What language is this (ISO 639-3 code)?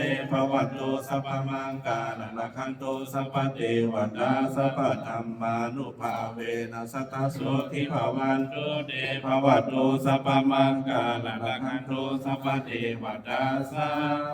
pli